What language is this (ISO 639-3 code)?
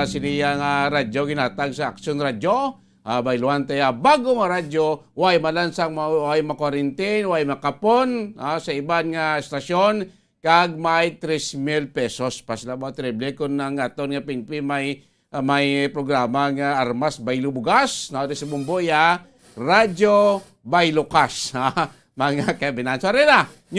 hil